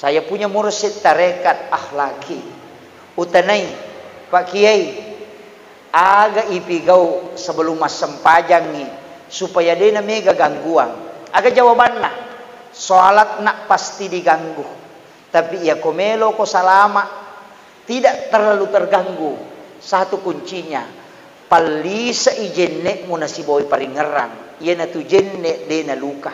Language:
Buginese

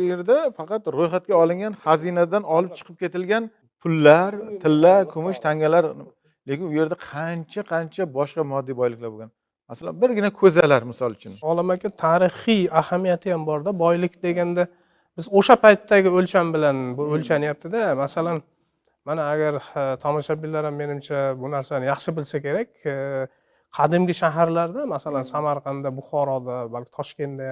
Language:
Uzbek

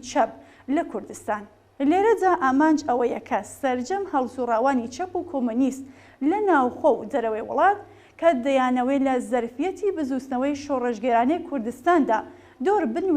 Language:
Central Kurdish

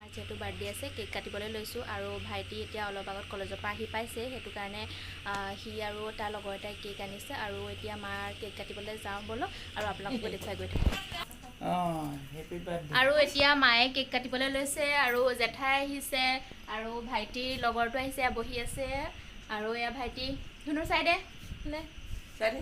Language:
Assamese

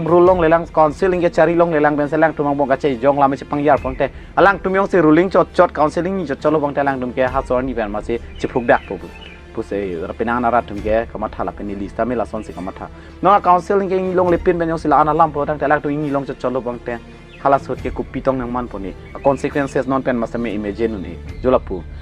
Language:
Karbi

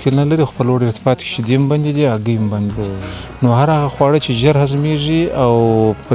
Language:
Pashto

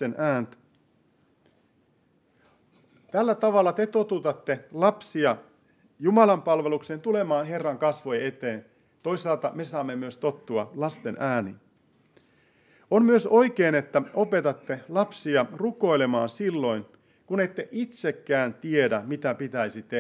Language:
Finnish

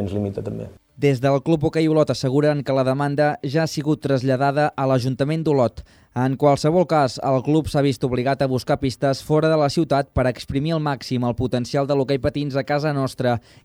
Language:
Catalan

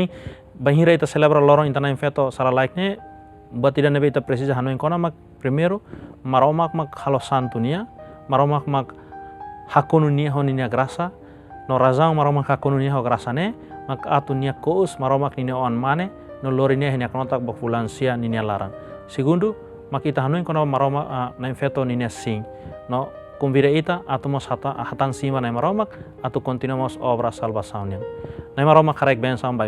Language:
Tetum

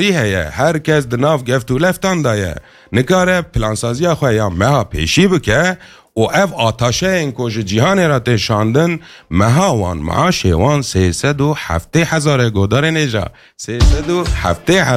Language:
Kurdish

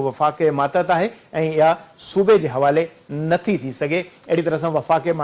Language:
Sindhi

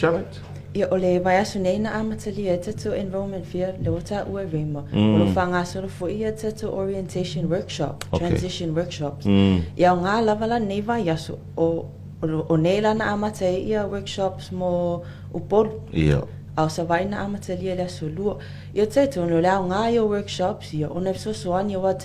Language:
Samoan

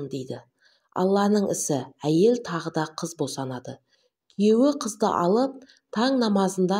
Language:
Kazakh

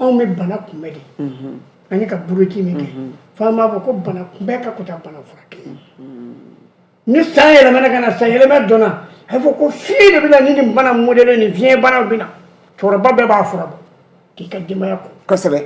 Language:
Bambara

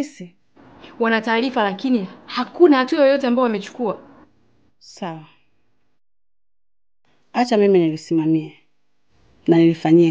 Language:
Swahili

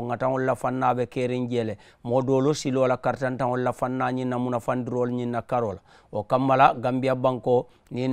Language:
Mandingo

